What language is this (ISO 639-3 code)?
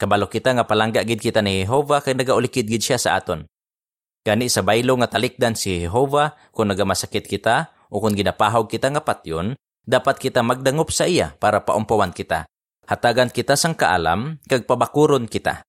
hil